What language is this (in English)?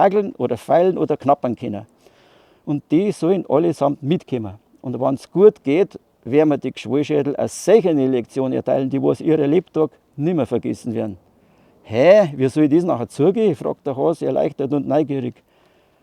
Bavarian